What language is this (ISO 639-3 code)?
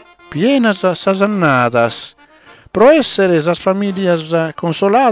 srd